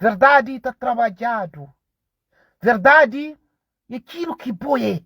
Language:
Kabuverdianu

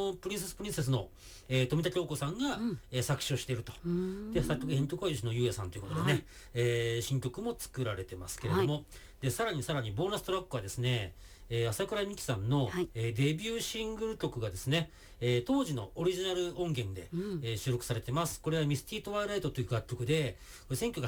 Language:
Japanese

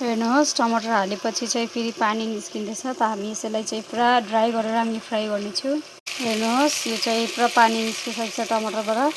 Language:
Nepali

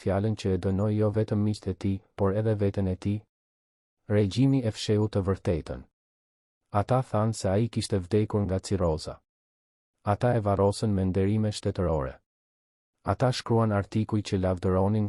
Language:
Albanian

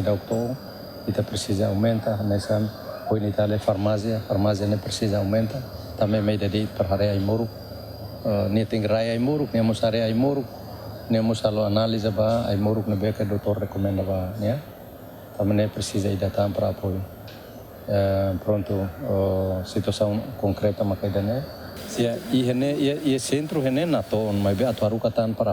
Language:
Tetum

